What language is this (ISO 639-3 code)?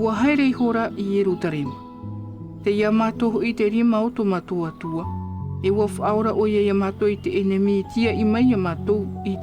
tah